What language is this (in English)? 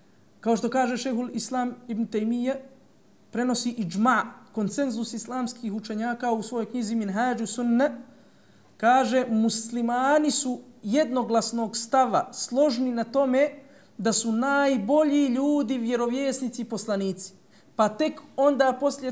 Bosnian